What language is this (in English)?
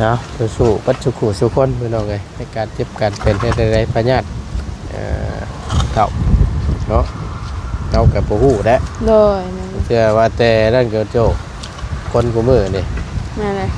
Northeastern Thai